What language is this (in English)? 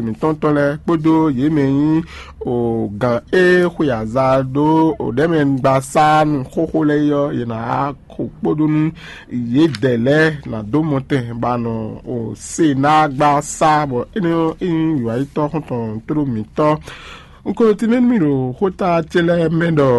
Fon